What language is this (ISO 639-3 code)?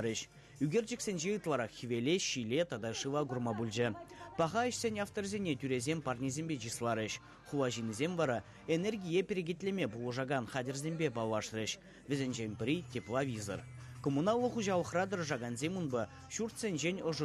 chv